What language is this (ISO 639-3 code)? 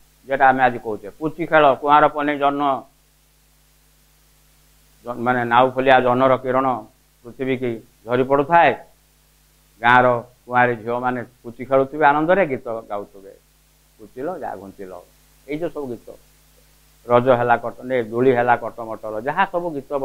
ori